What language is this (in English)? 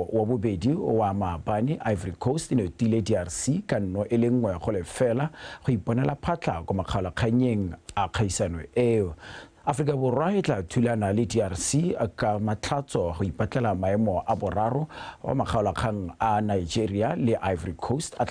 Tswana